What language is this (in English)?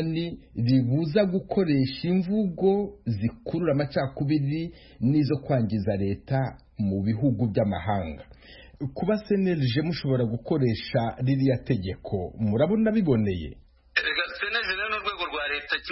Kinyarwanda